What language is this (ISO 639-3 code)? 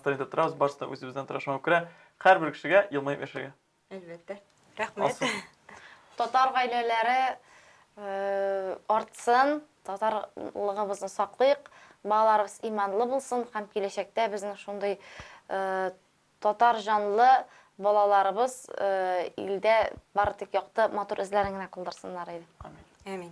tat